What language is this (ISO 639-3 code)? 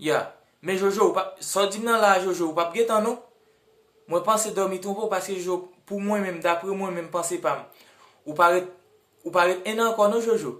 hat